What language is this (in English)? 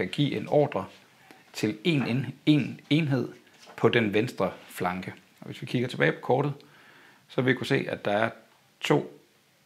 Danish